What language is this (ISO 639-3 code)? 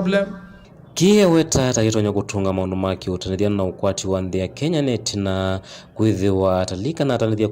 kam